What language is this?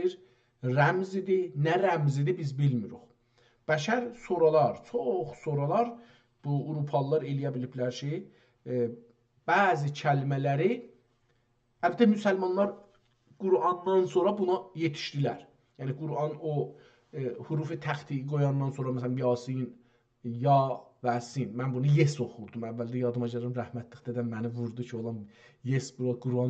South Azerbaijani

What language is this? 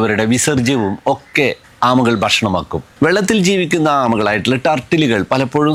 Malayalam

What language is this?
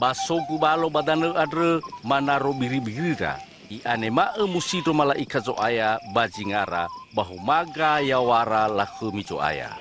Nias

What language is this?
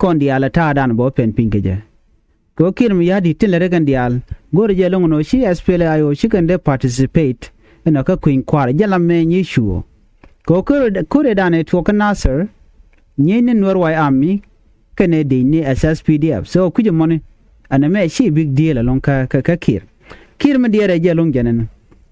Nuer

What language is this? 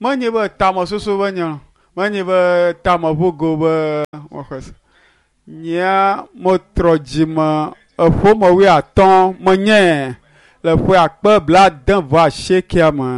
Ewe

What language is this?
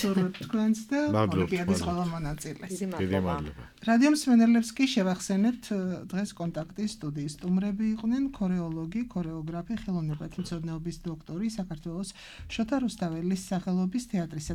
Georgian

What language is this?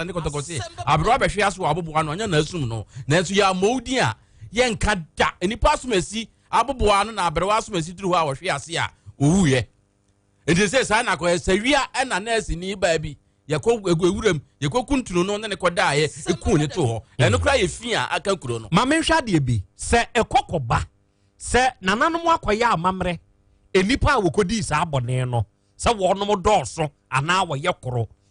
Akan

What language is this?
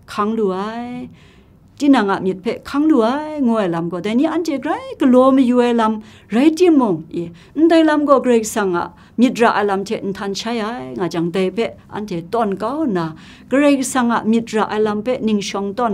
Kachin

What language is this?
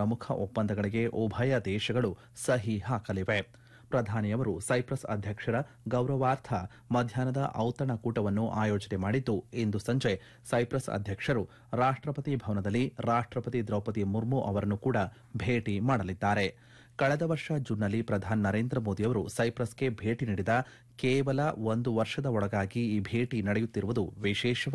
Kannada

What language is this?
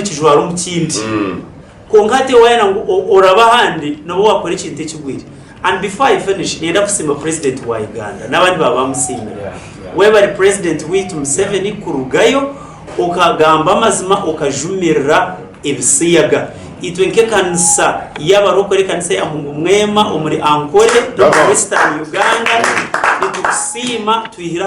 Nyankole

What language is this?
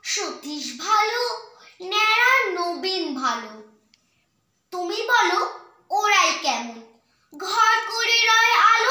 Bangla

